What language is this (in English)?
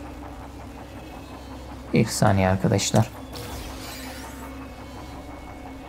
Turkish